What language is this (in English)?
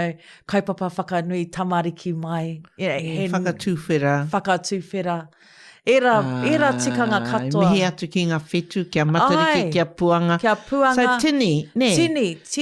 Māori